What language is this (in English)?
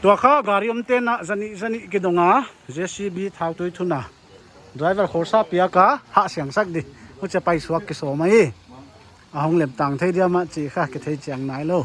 Paite Chin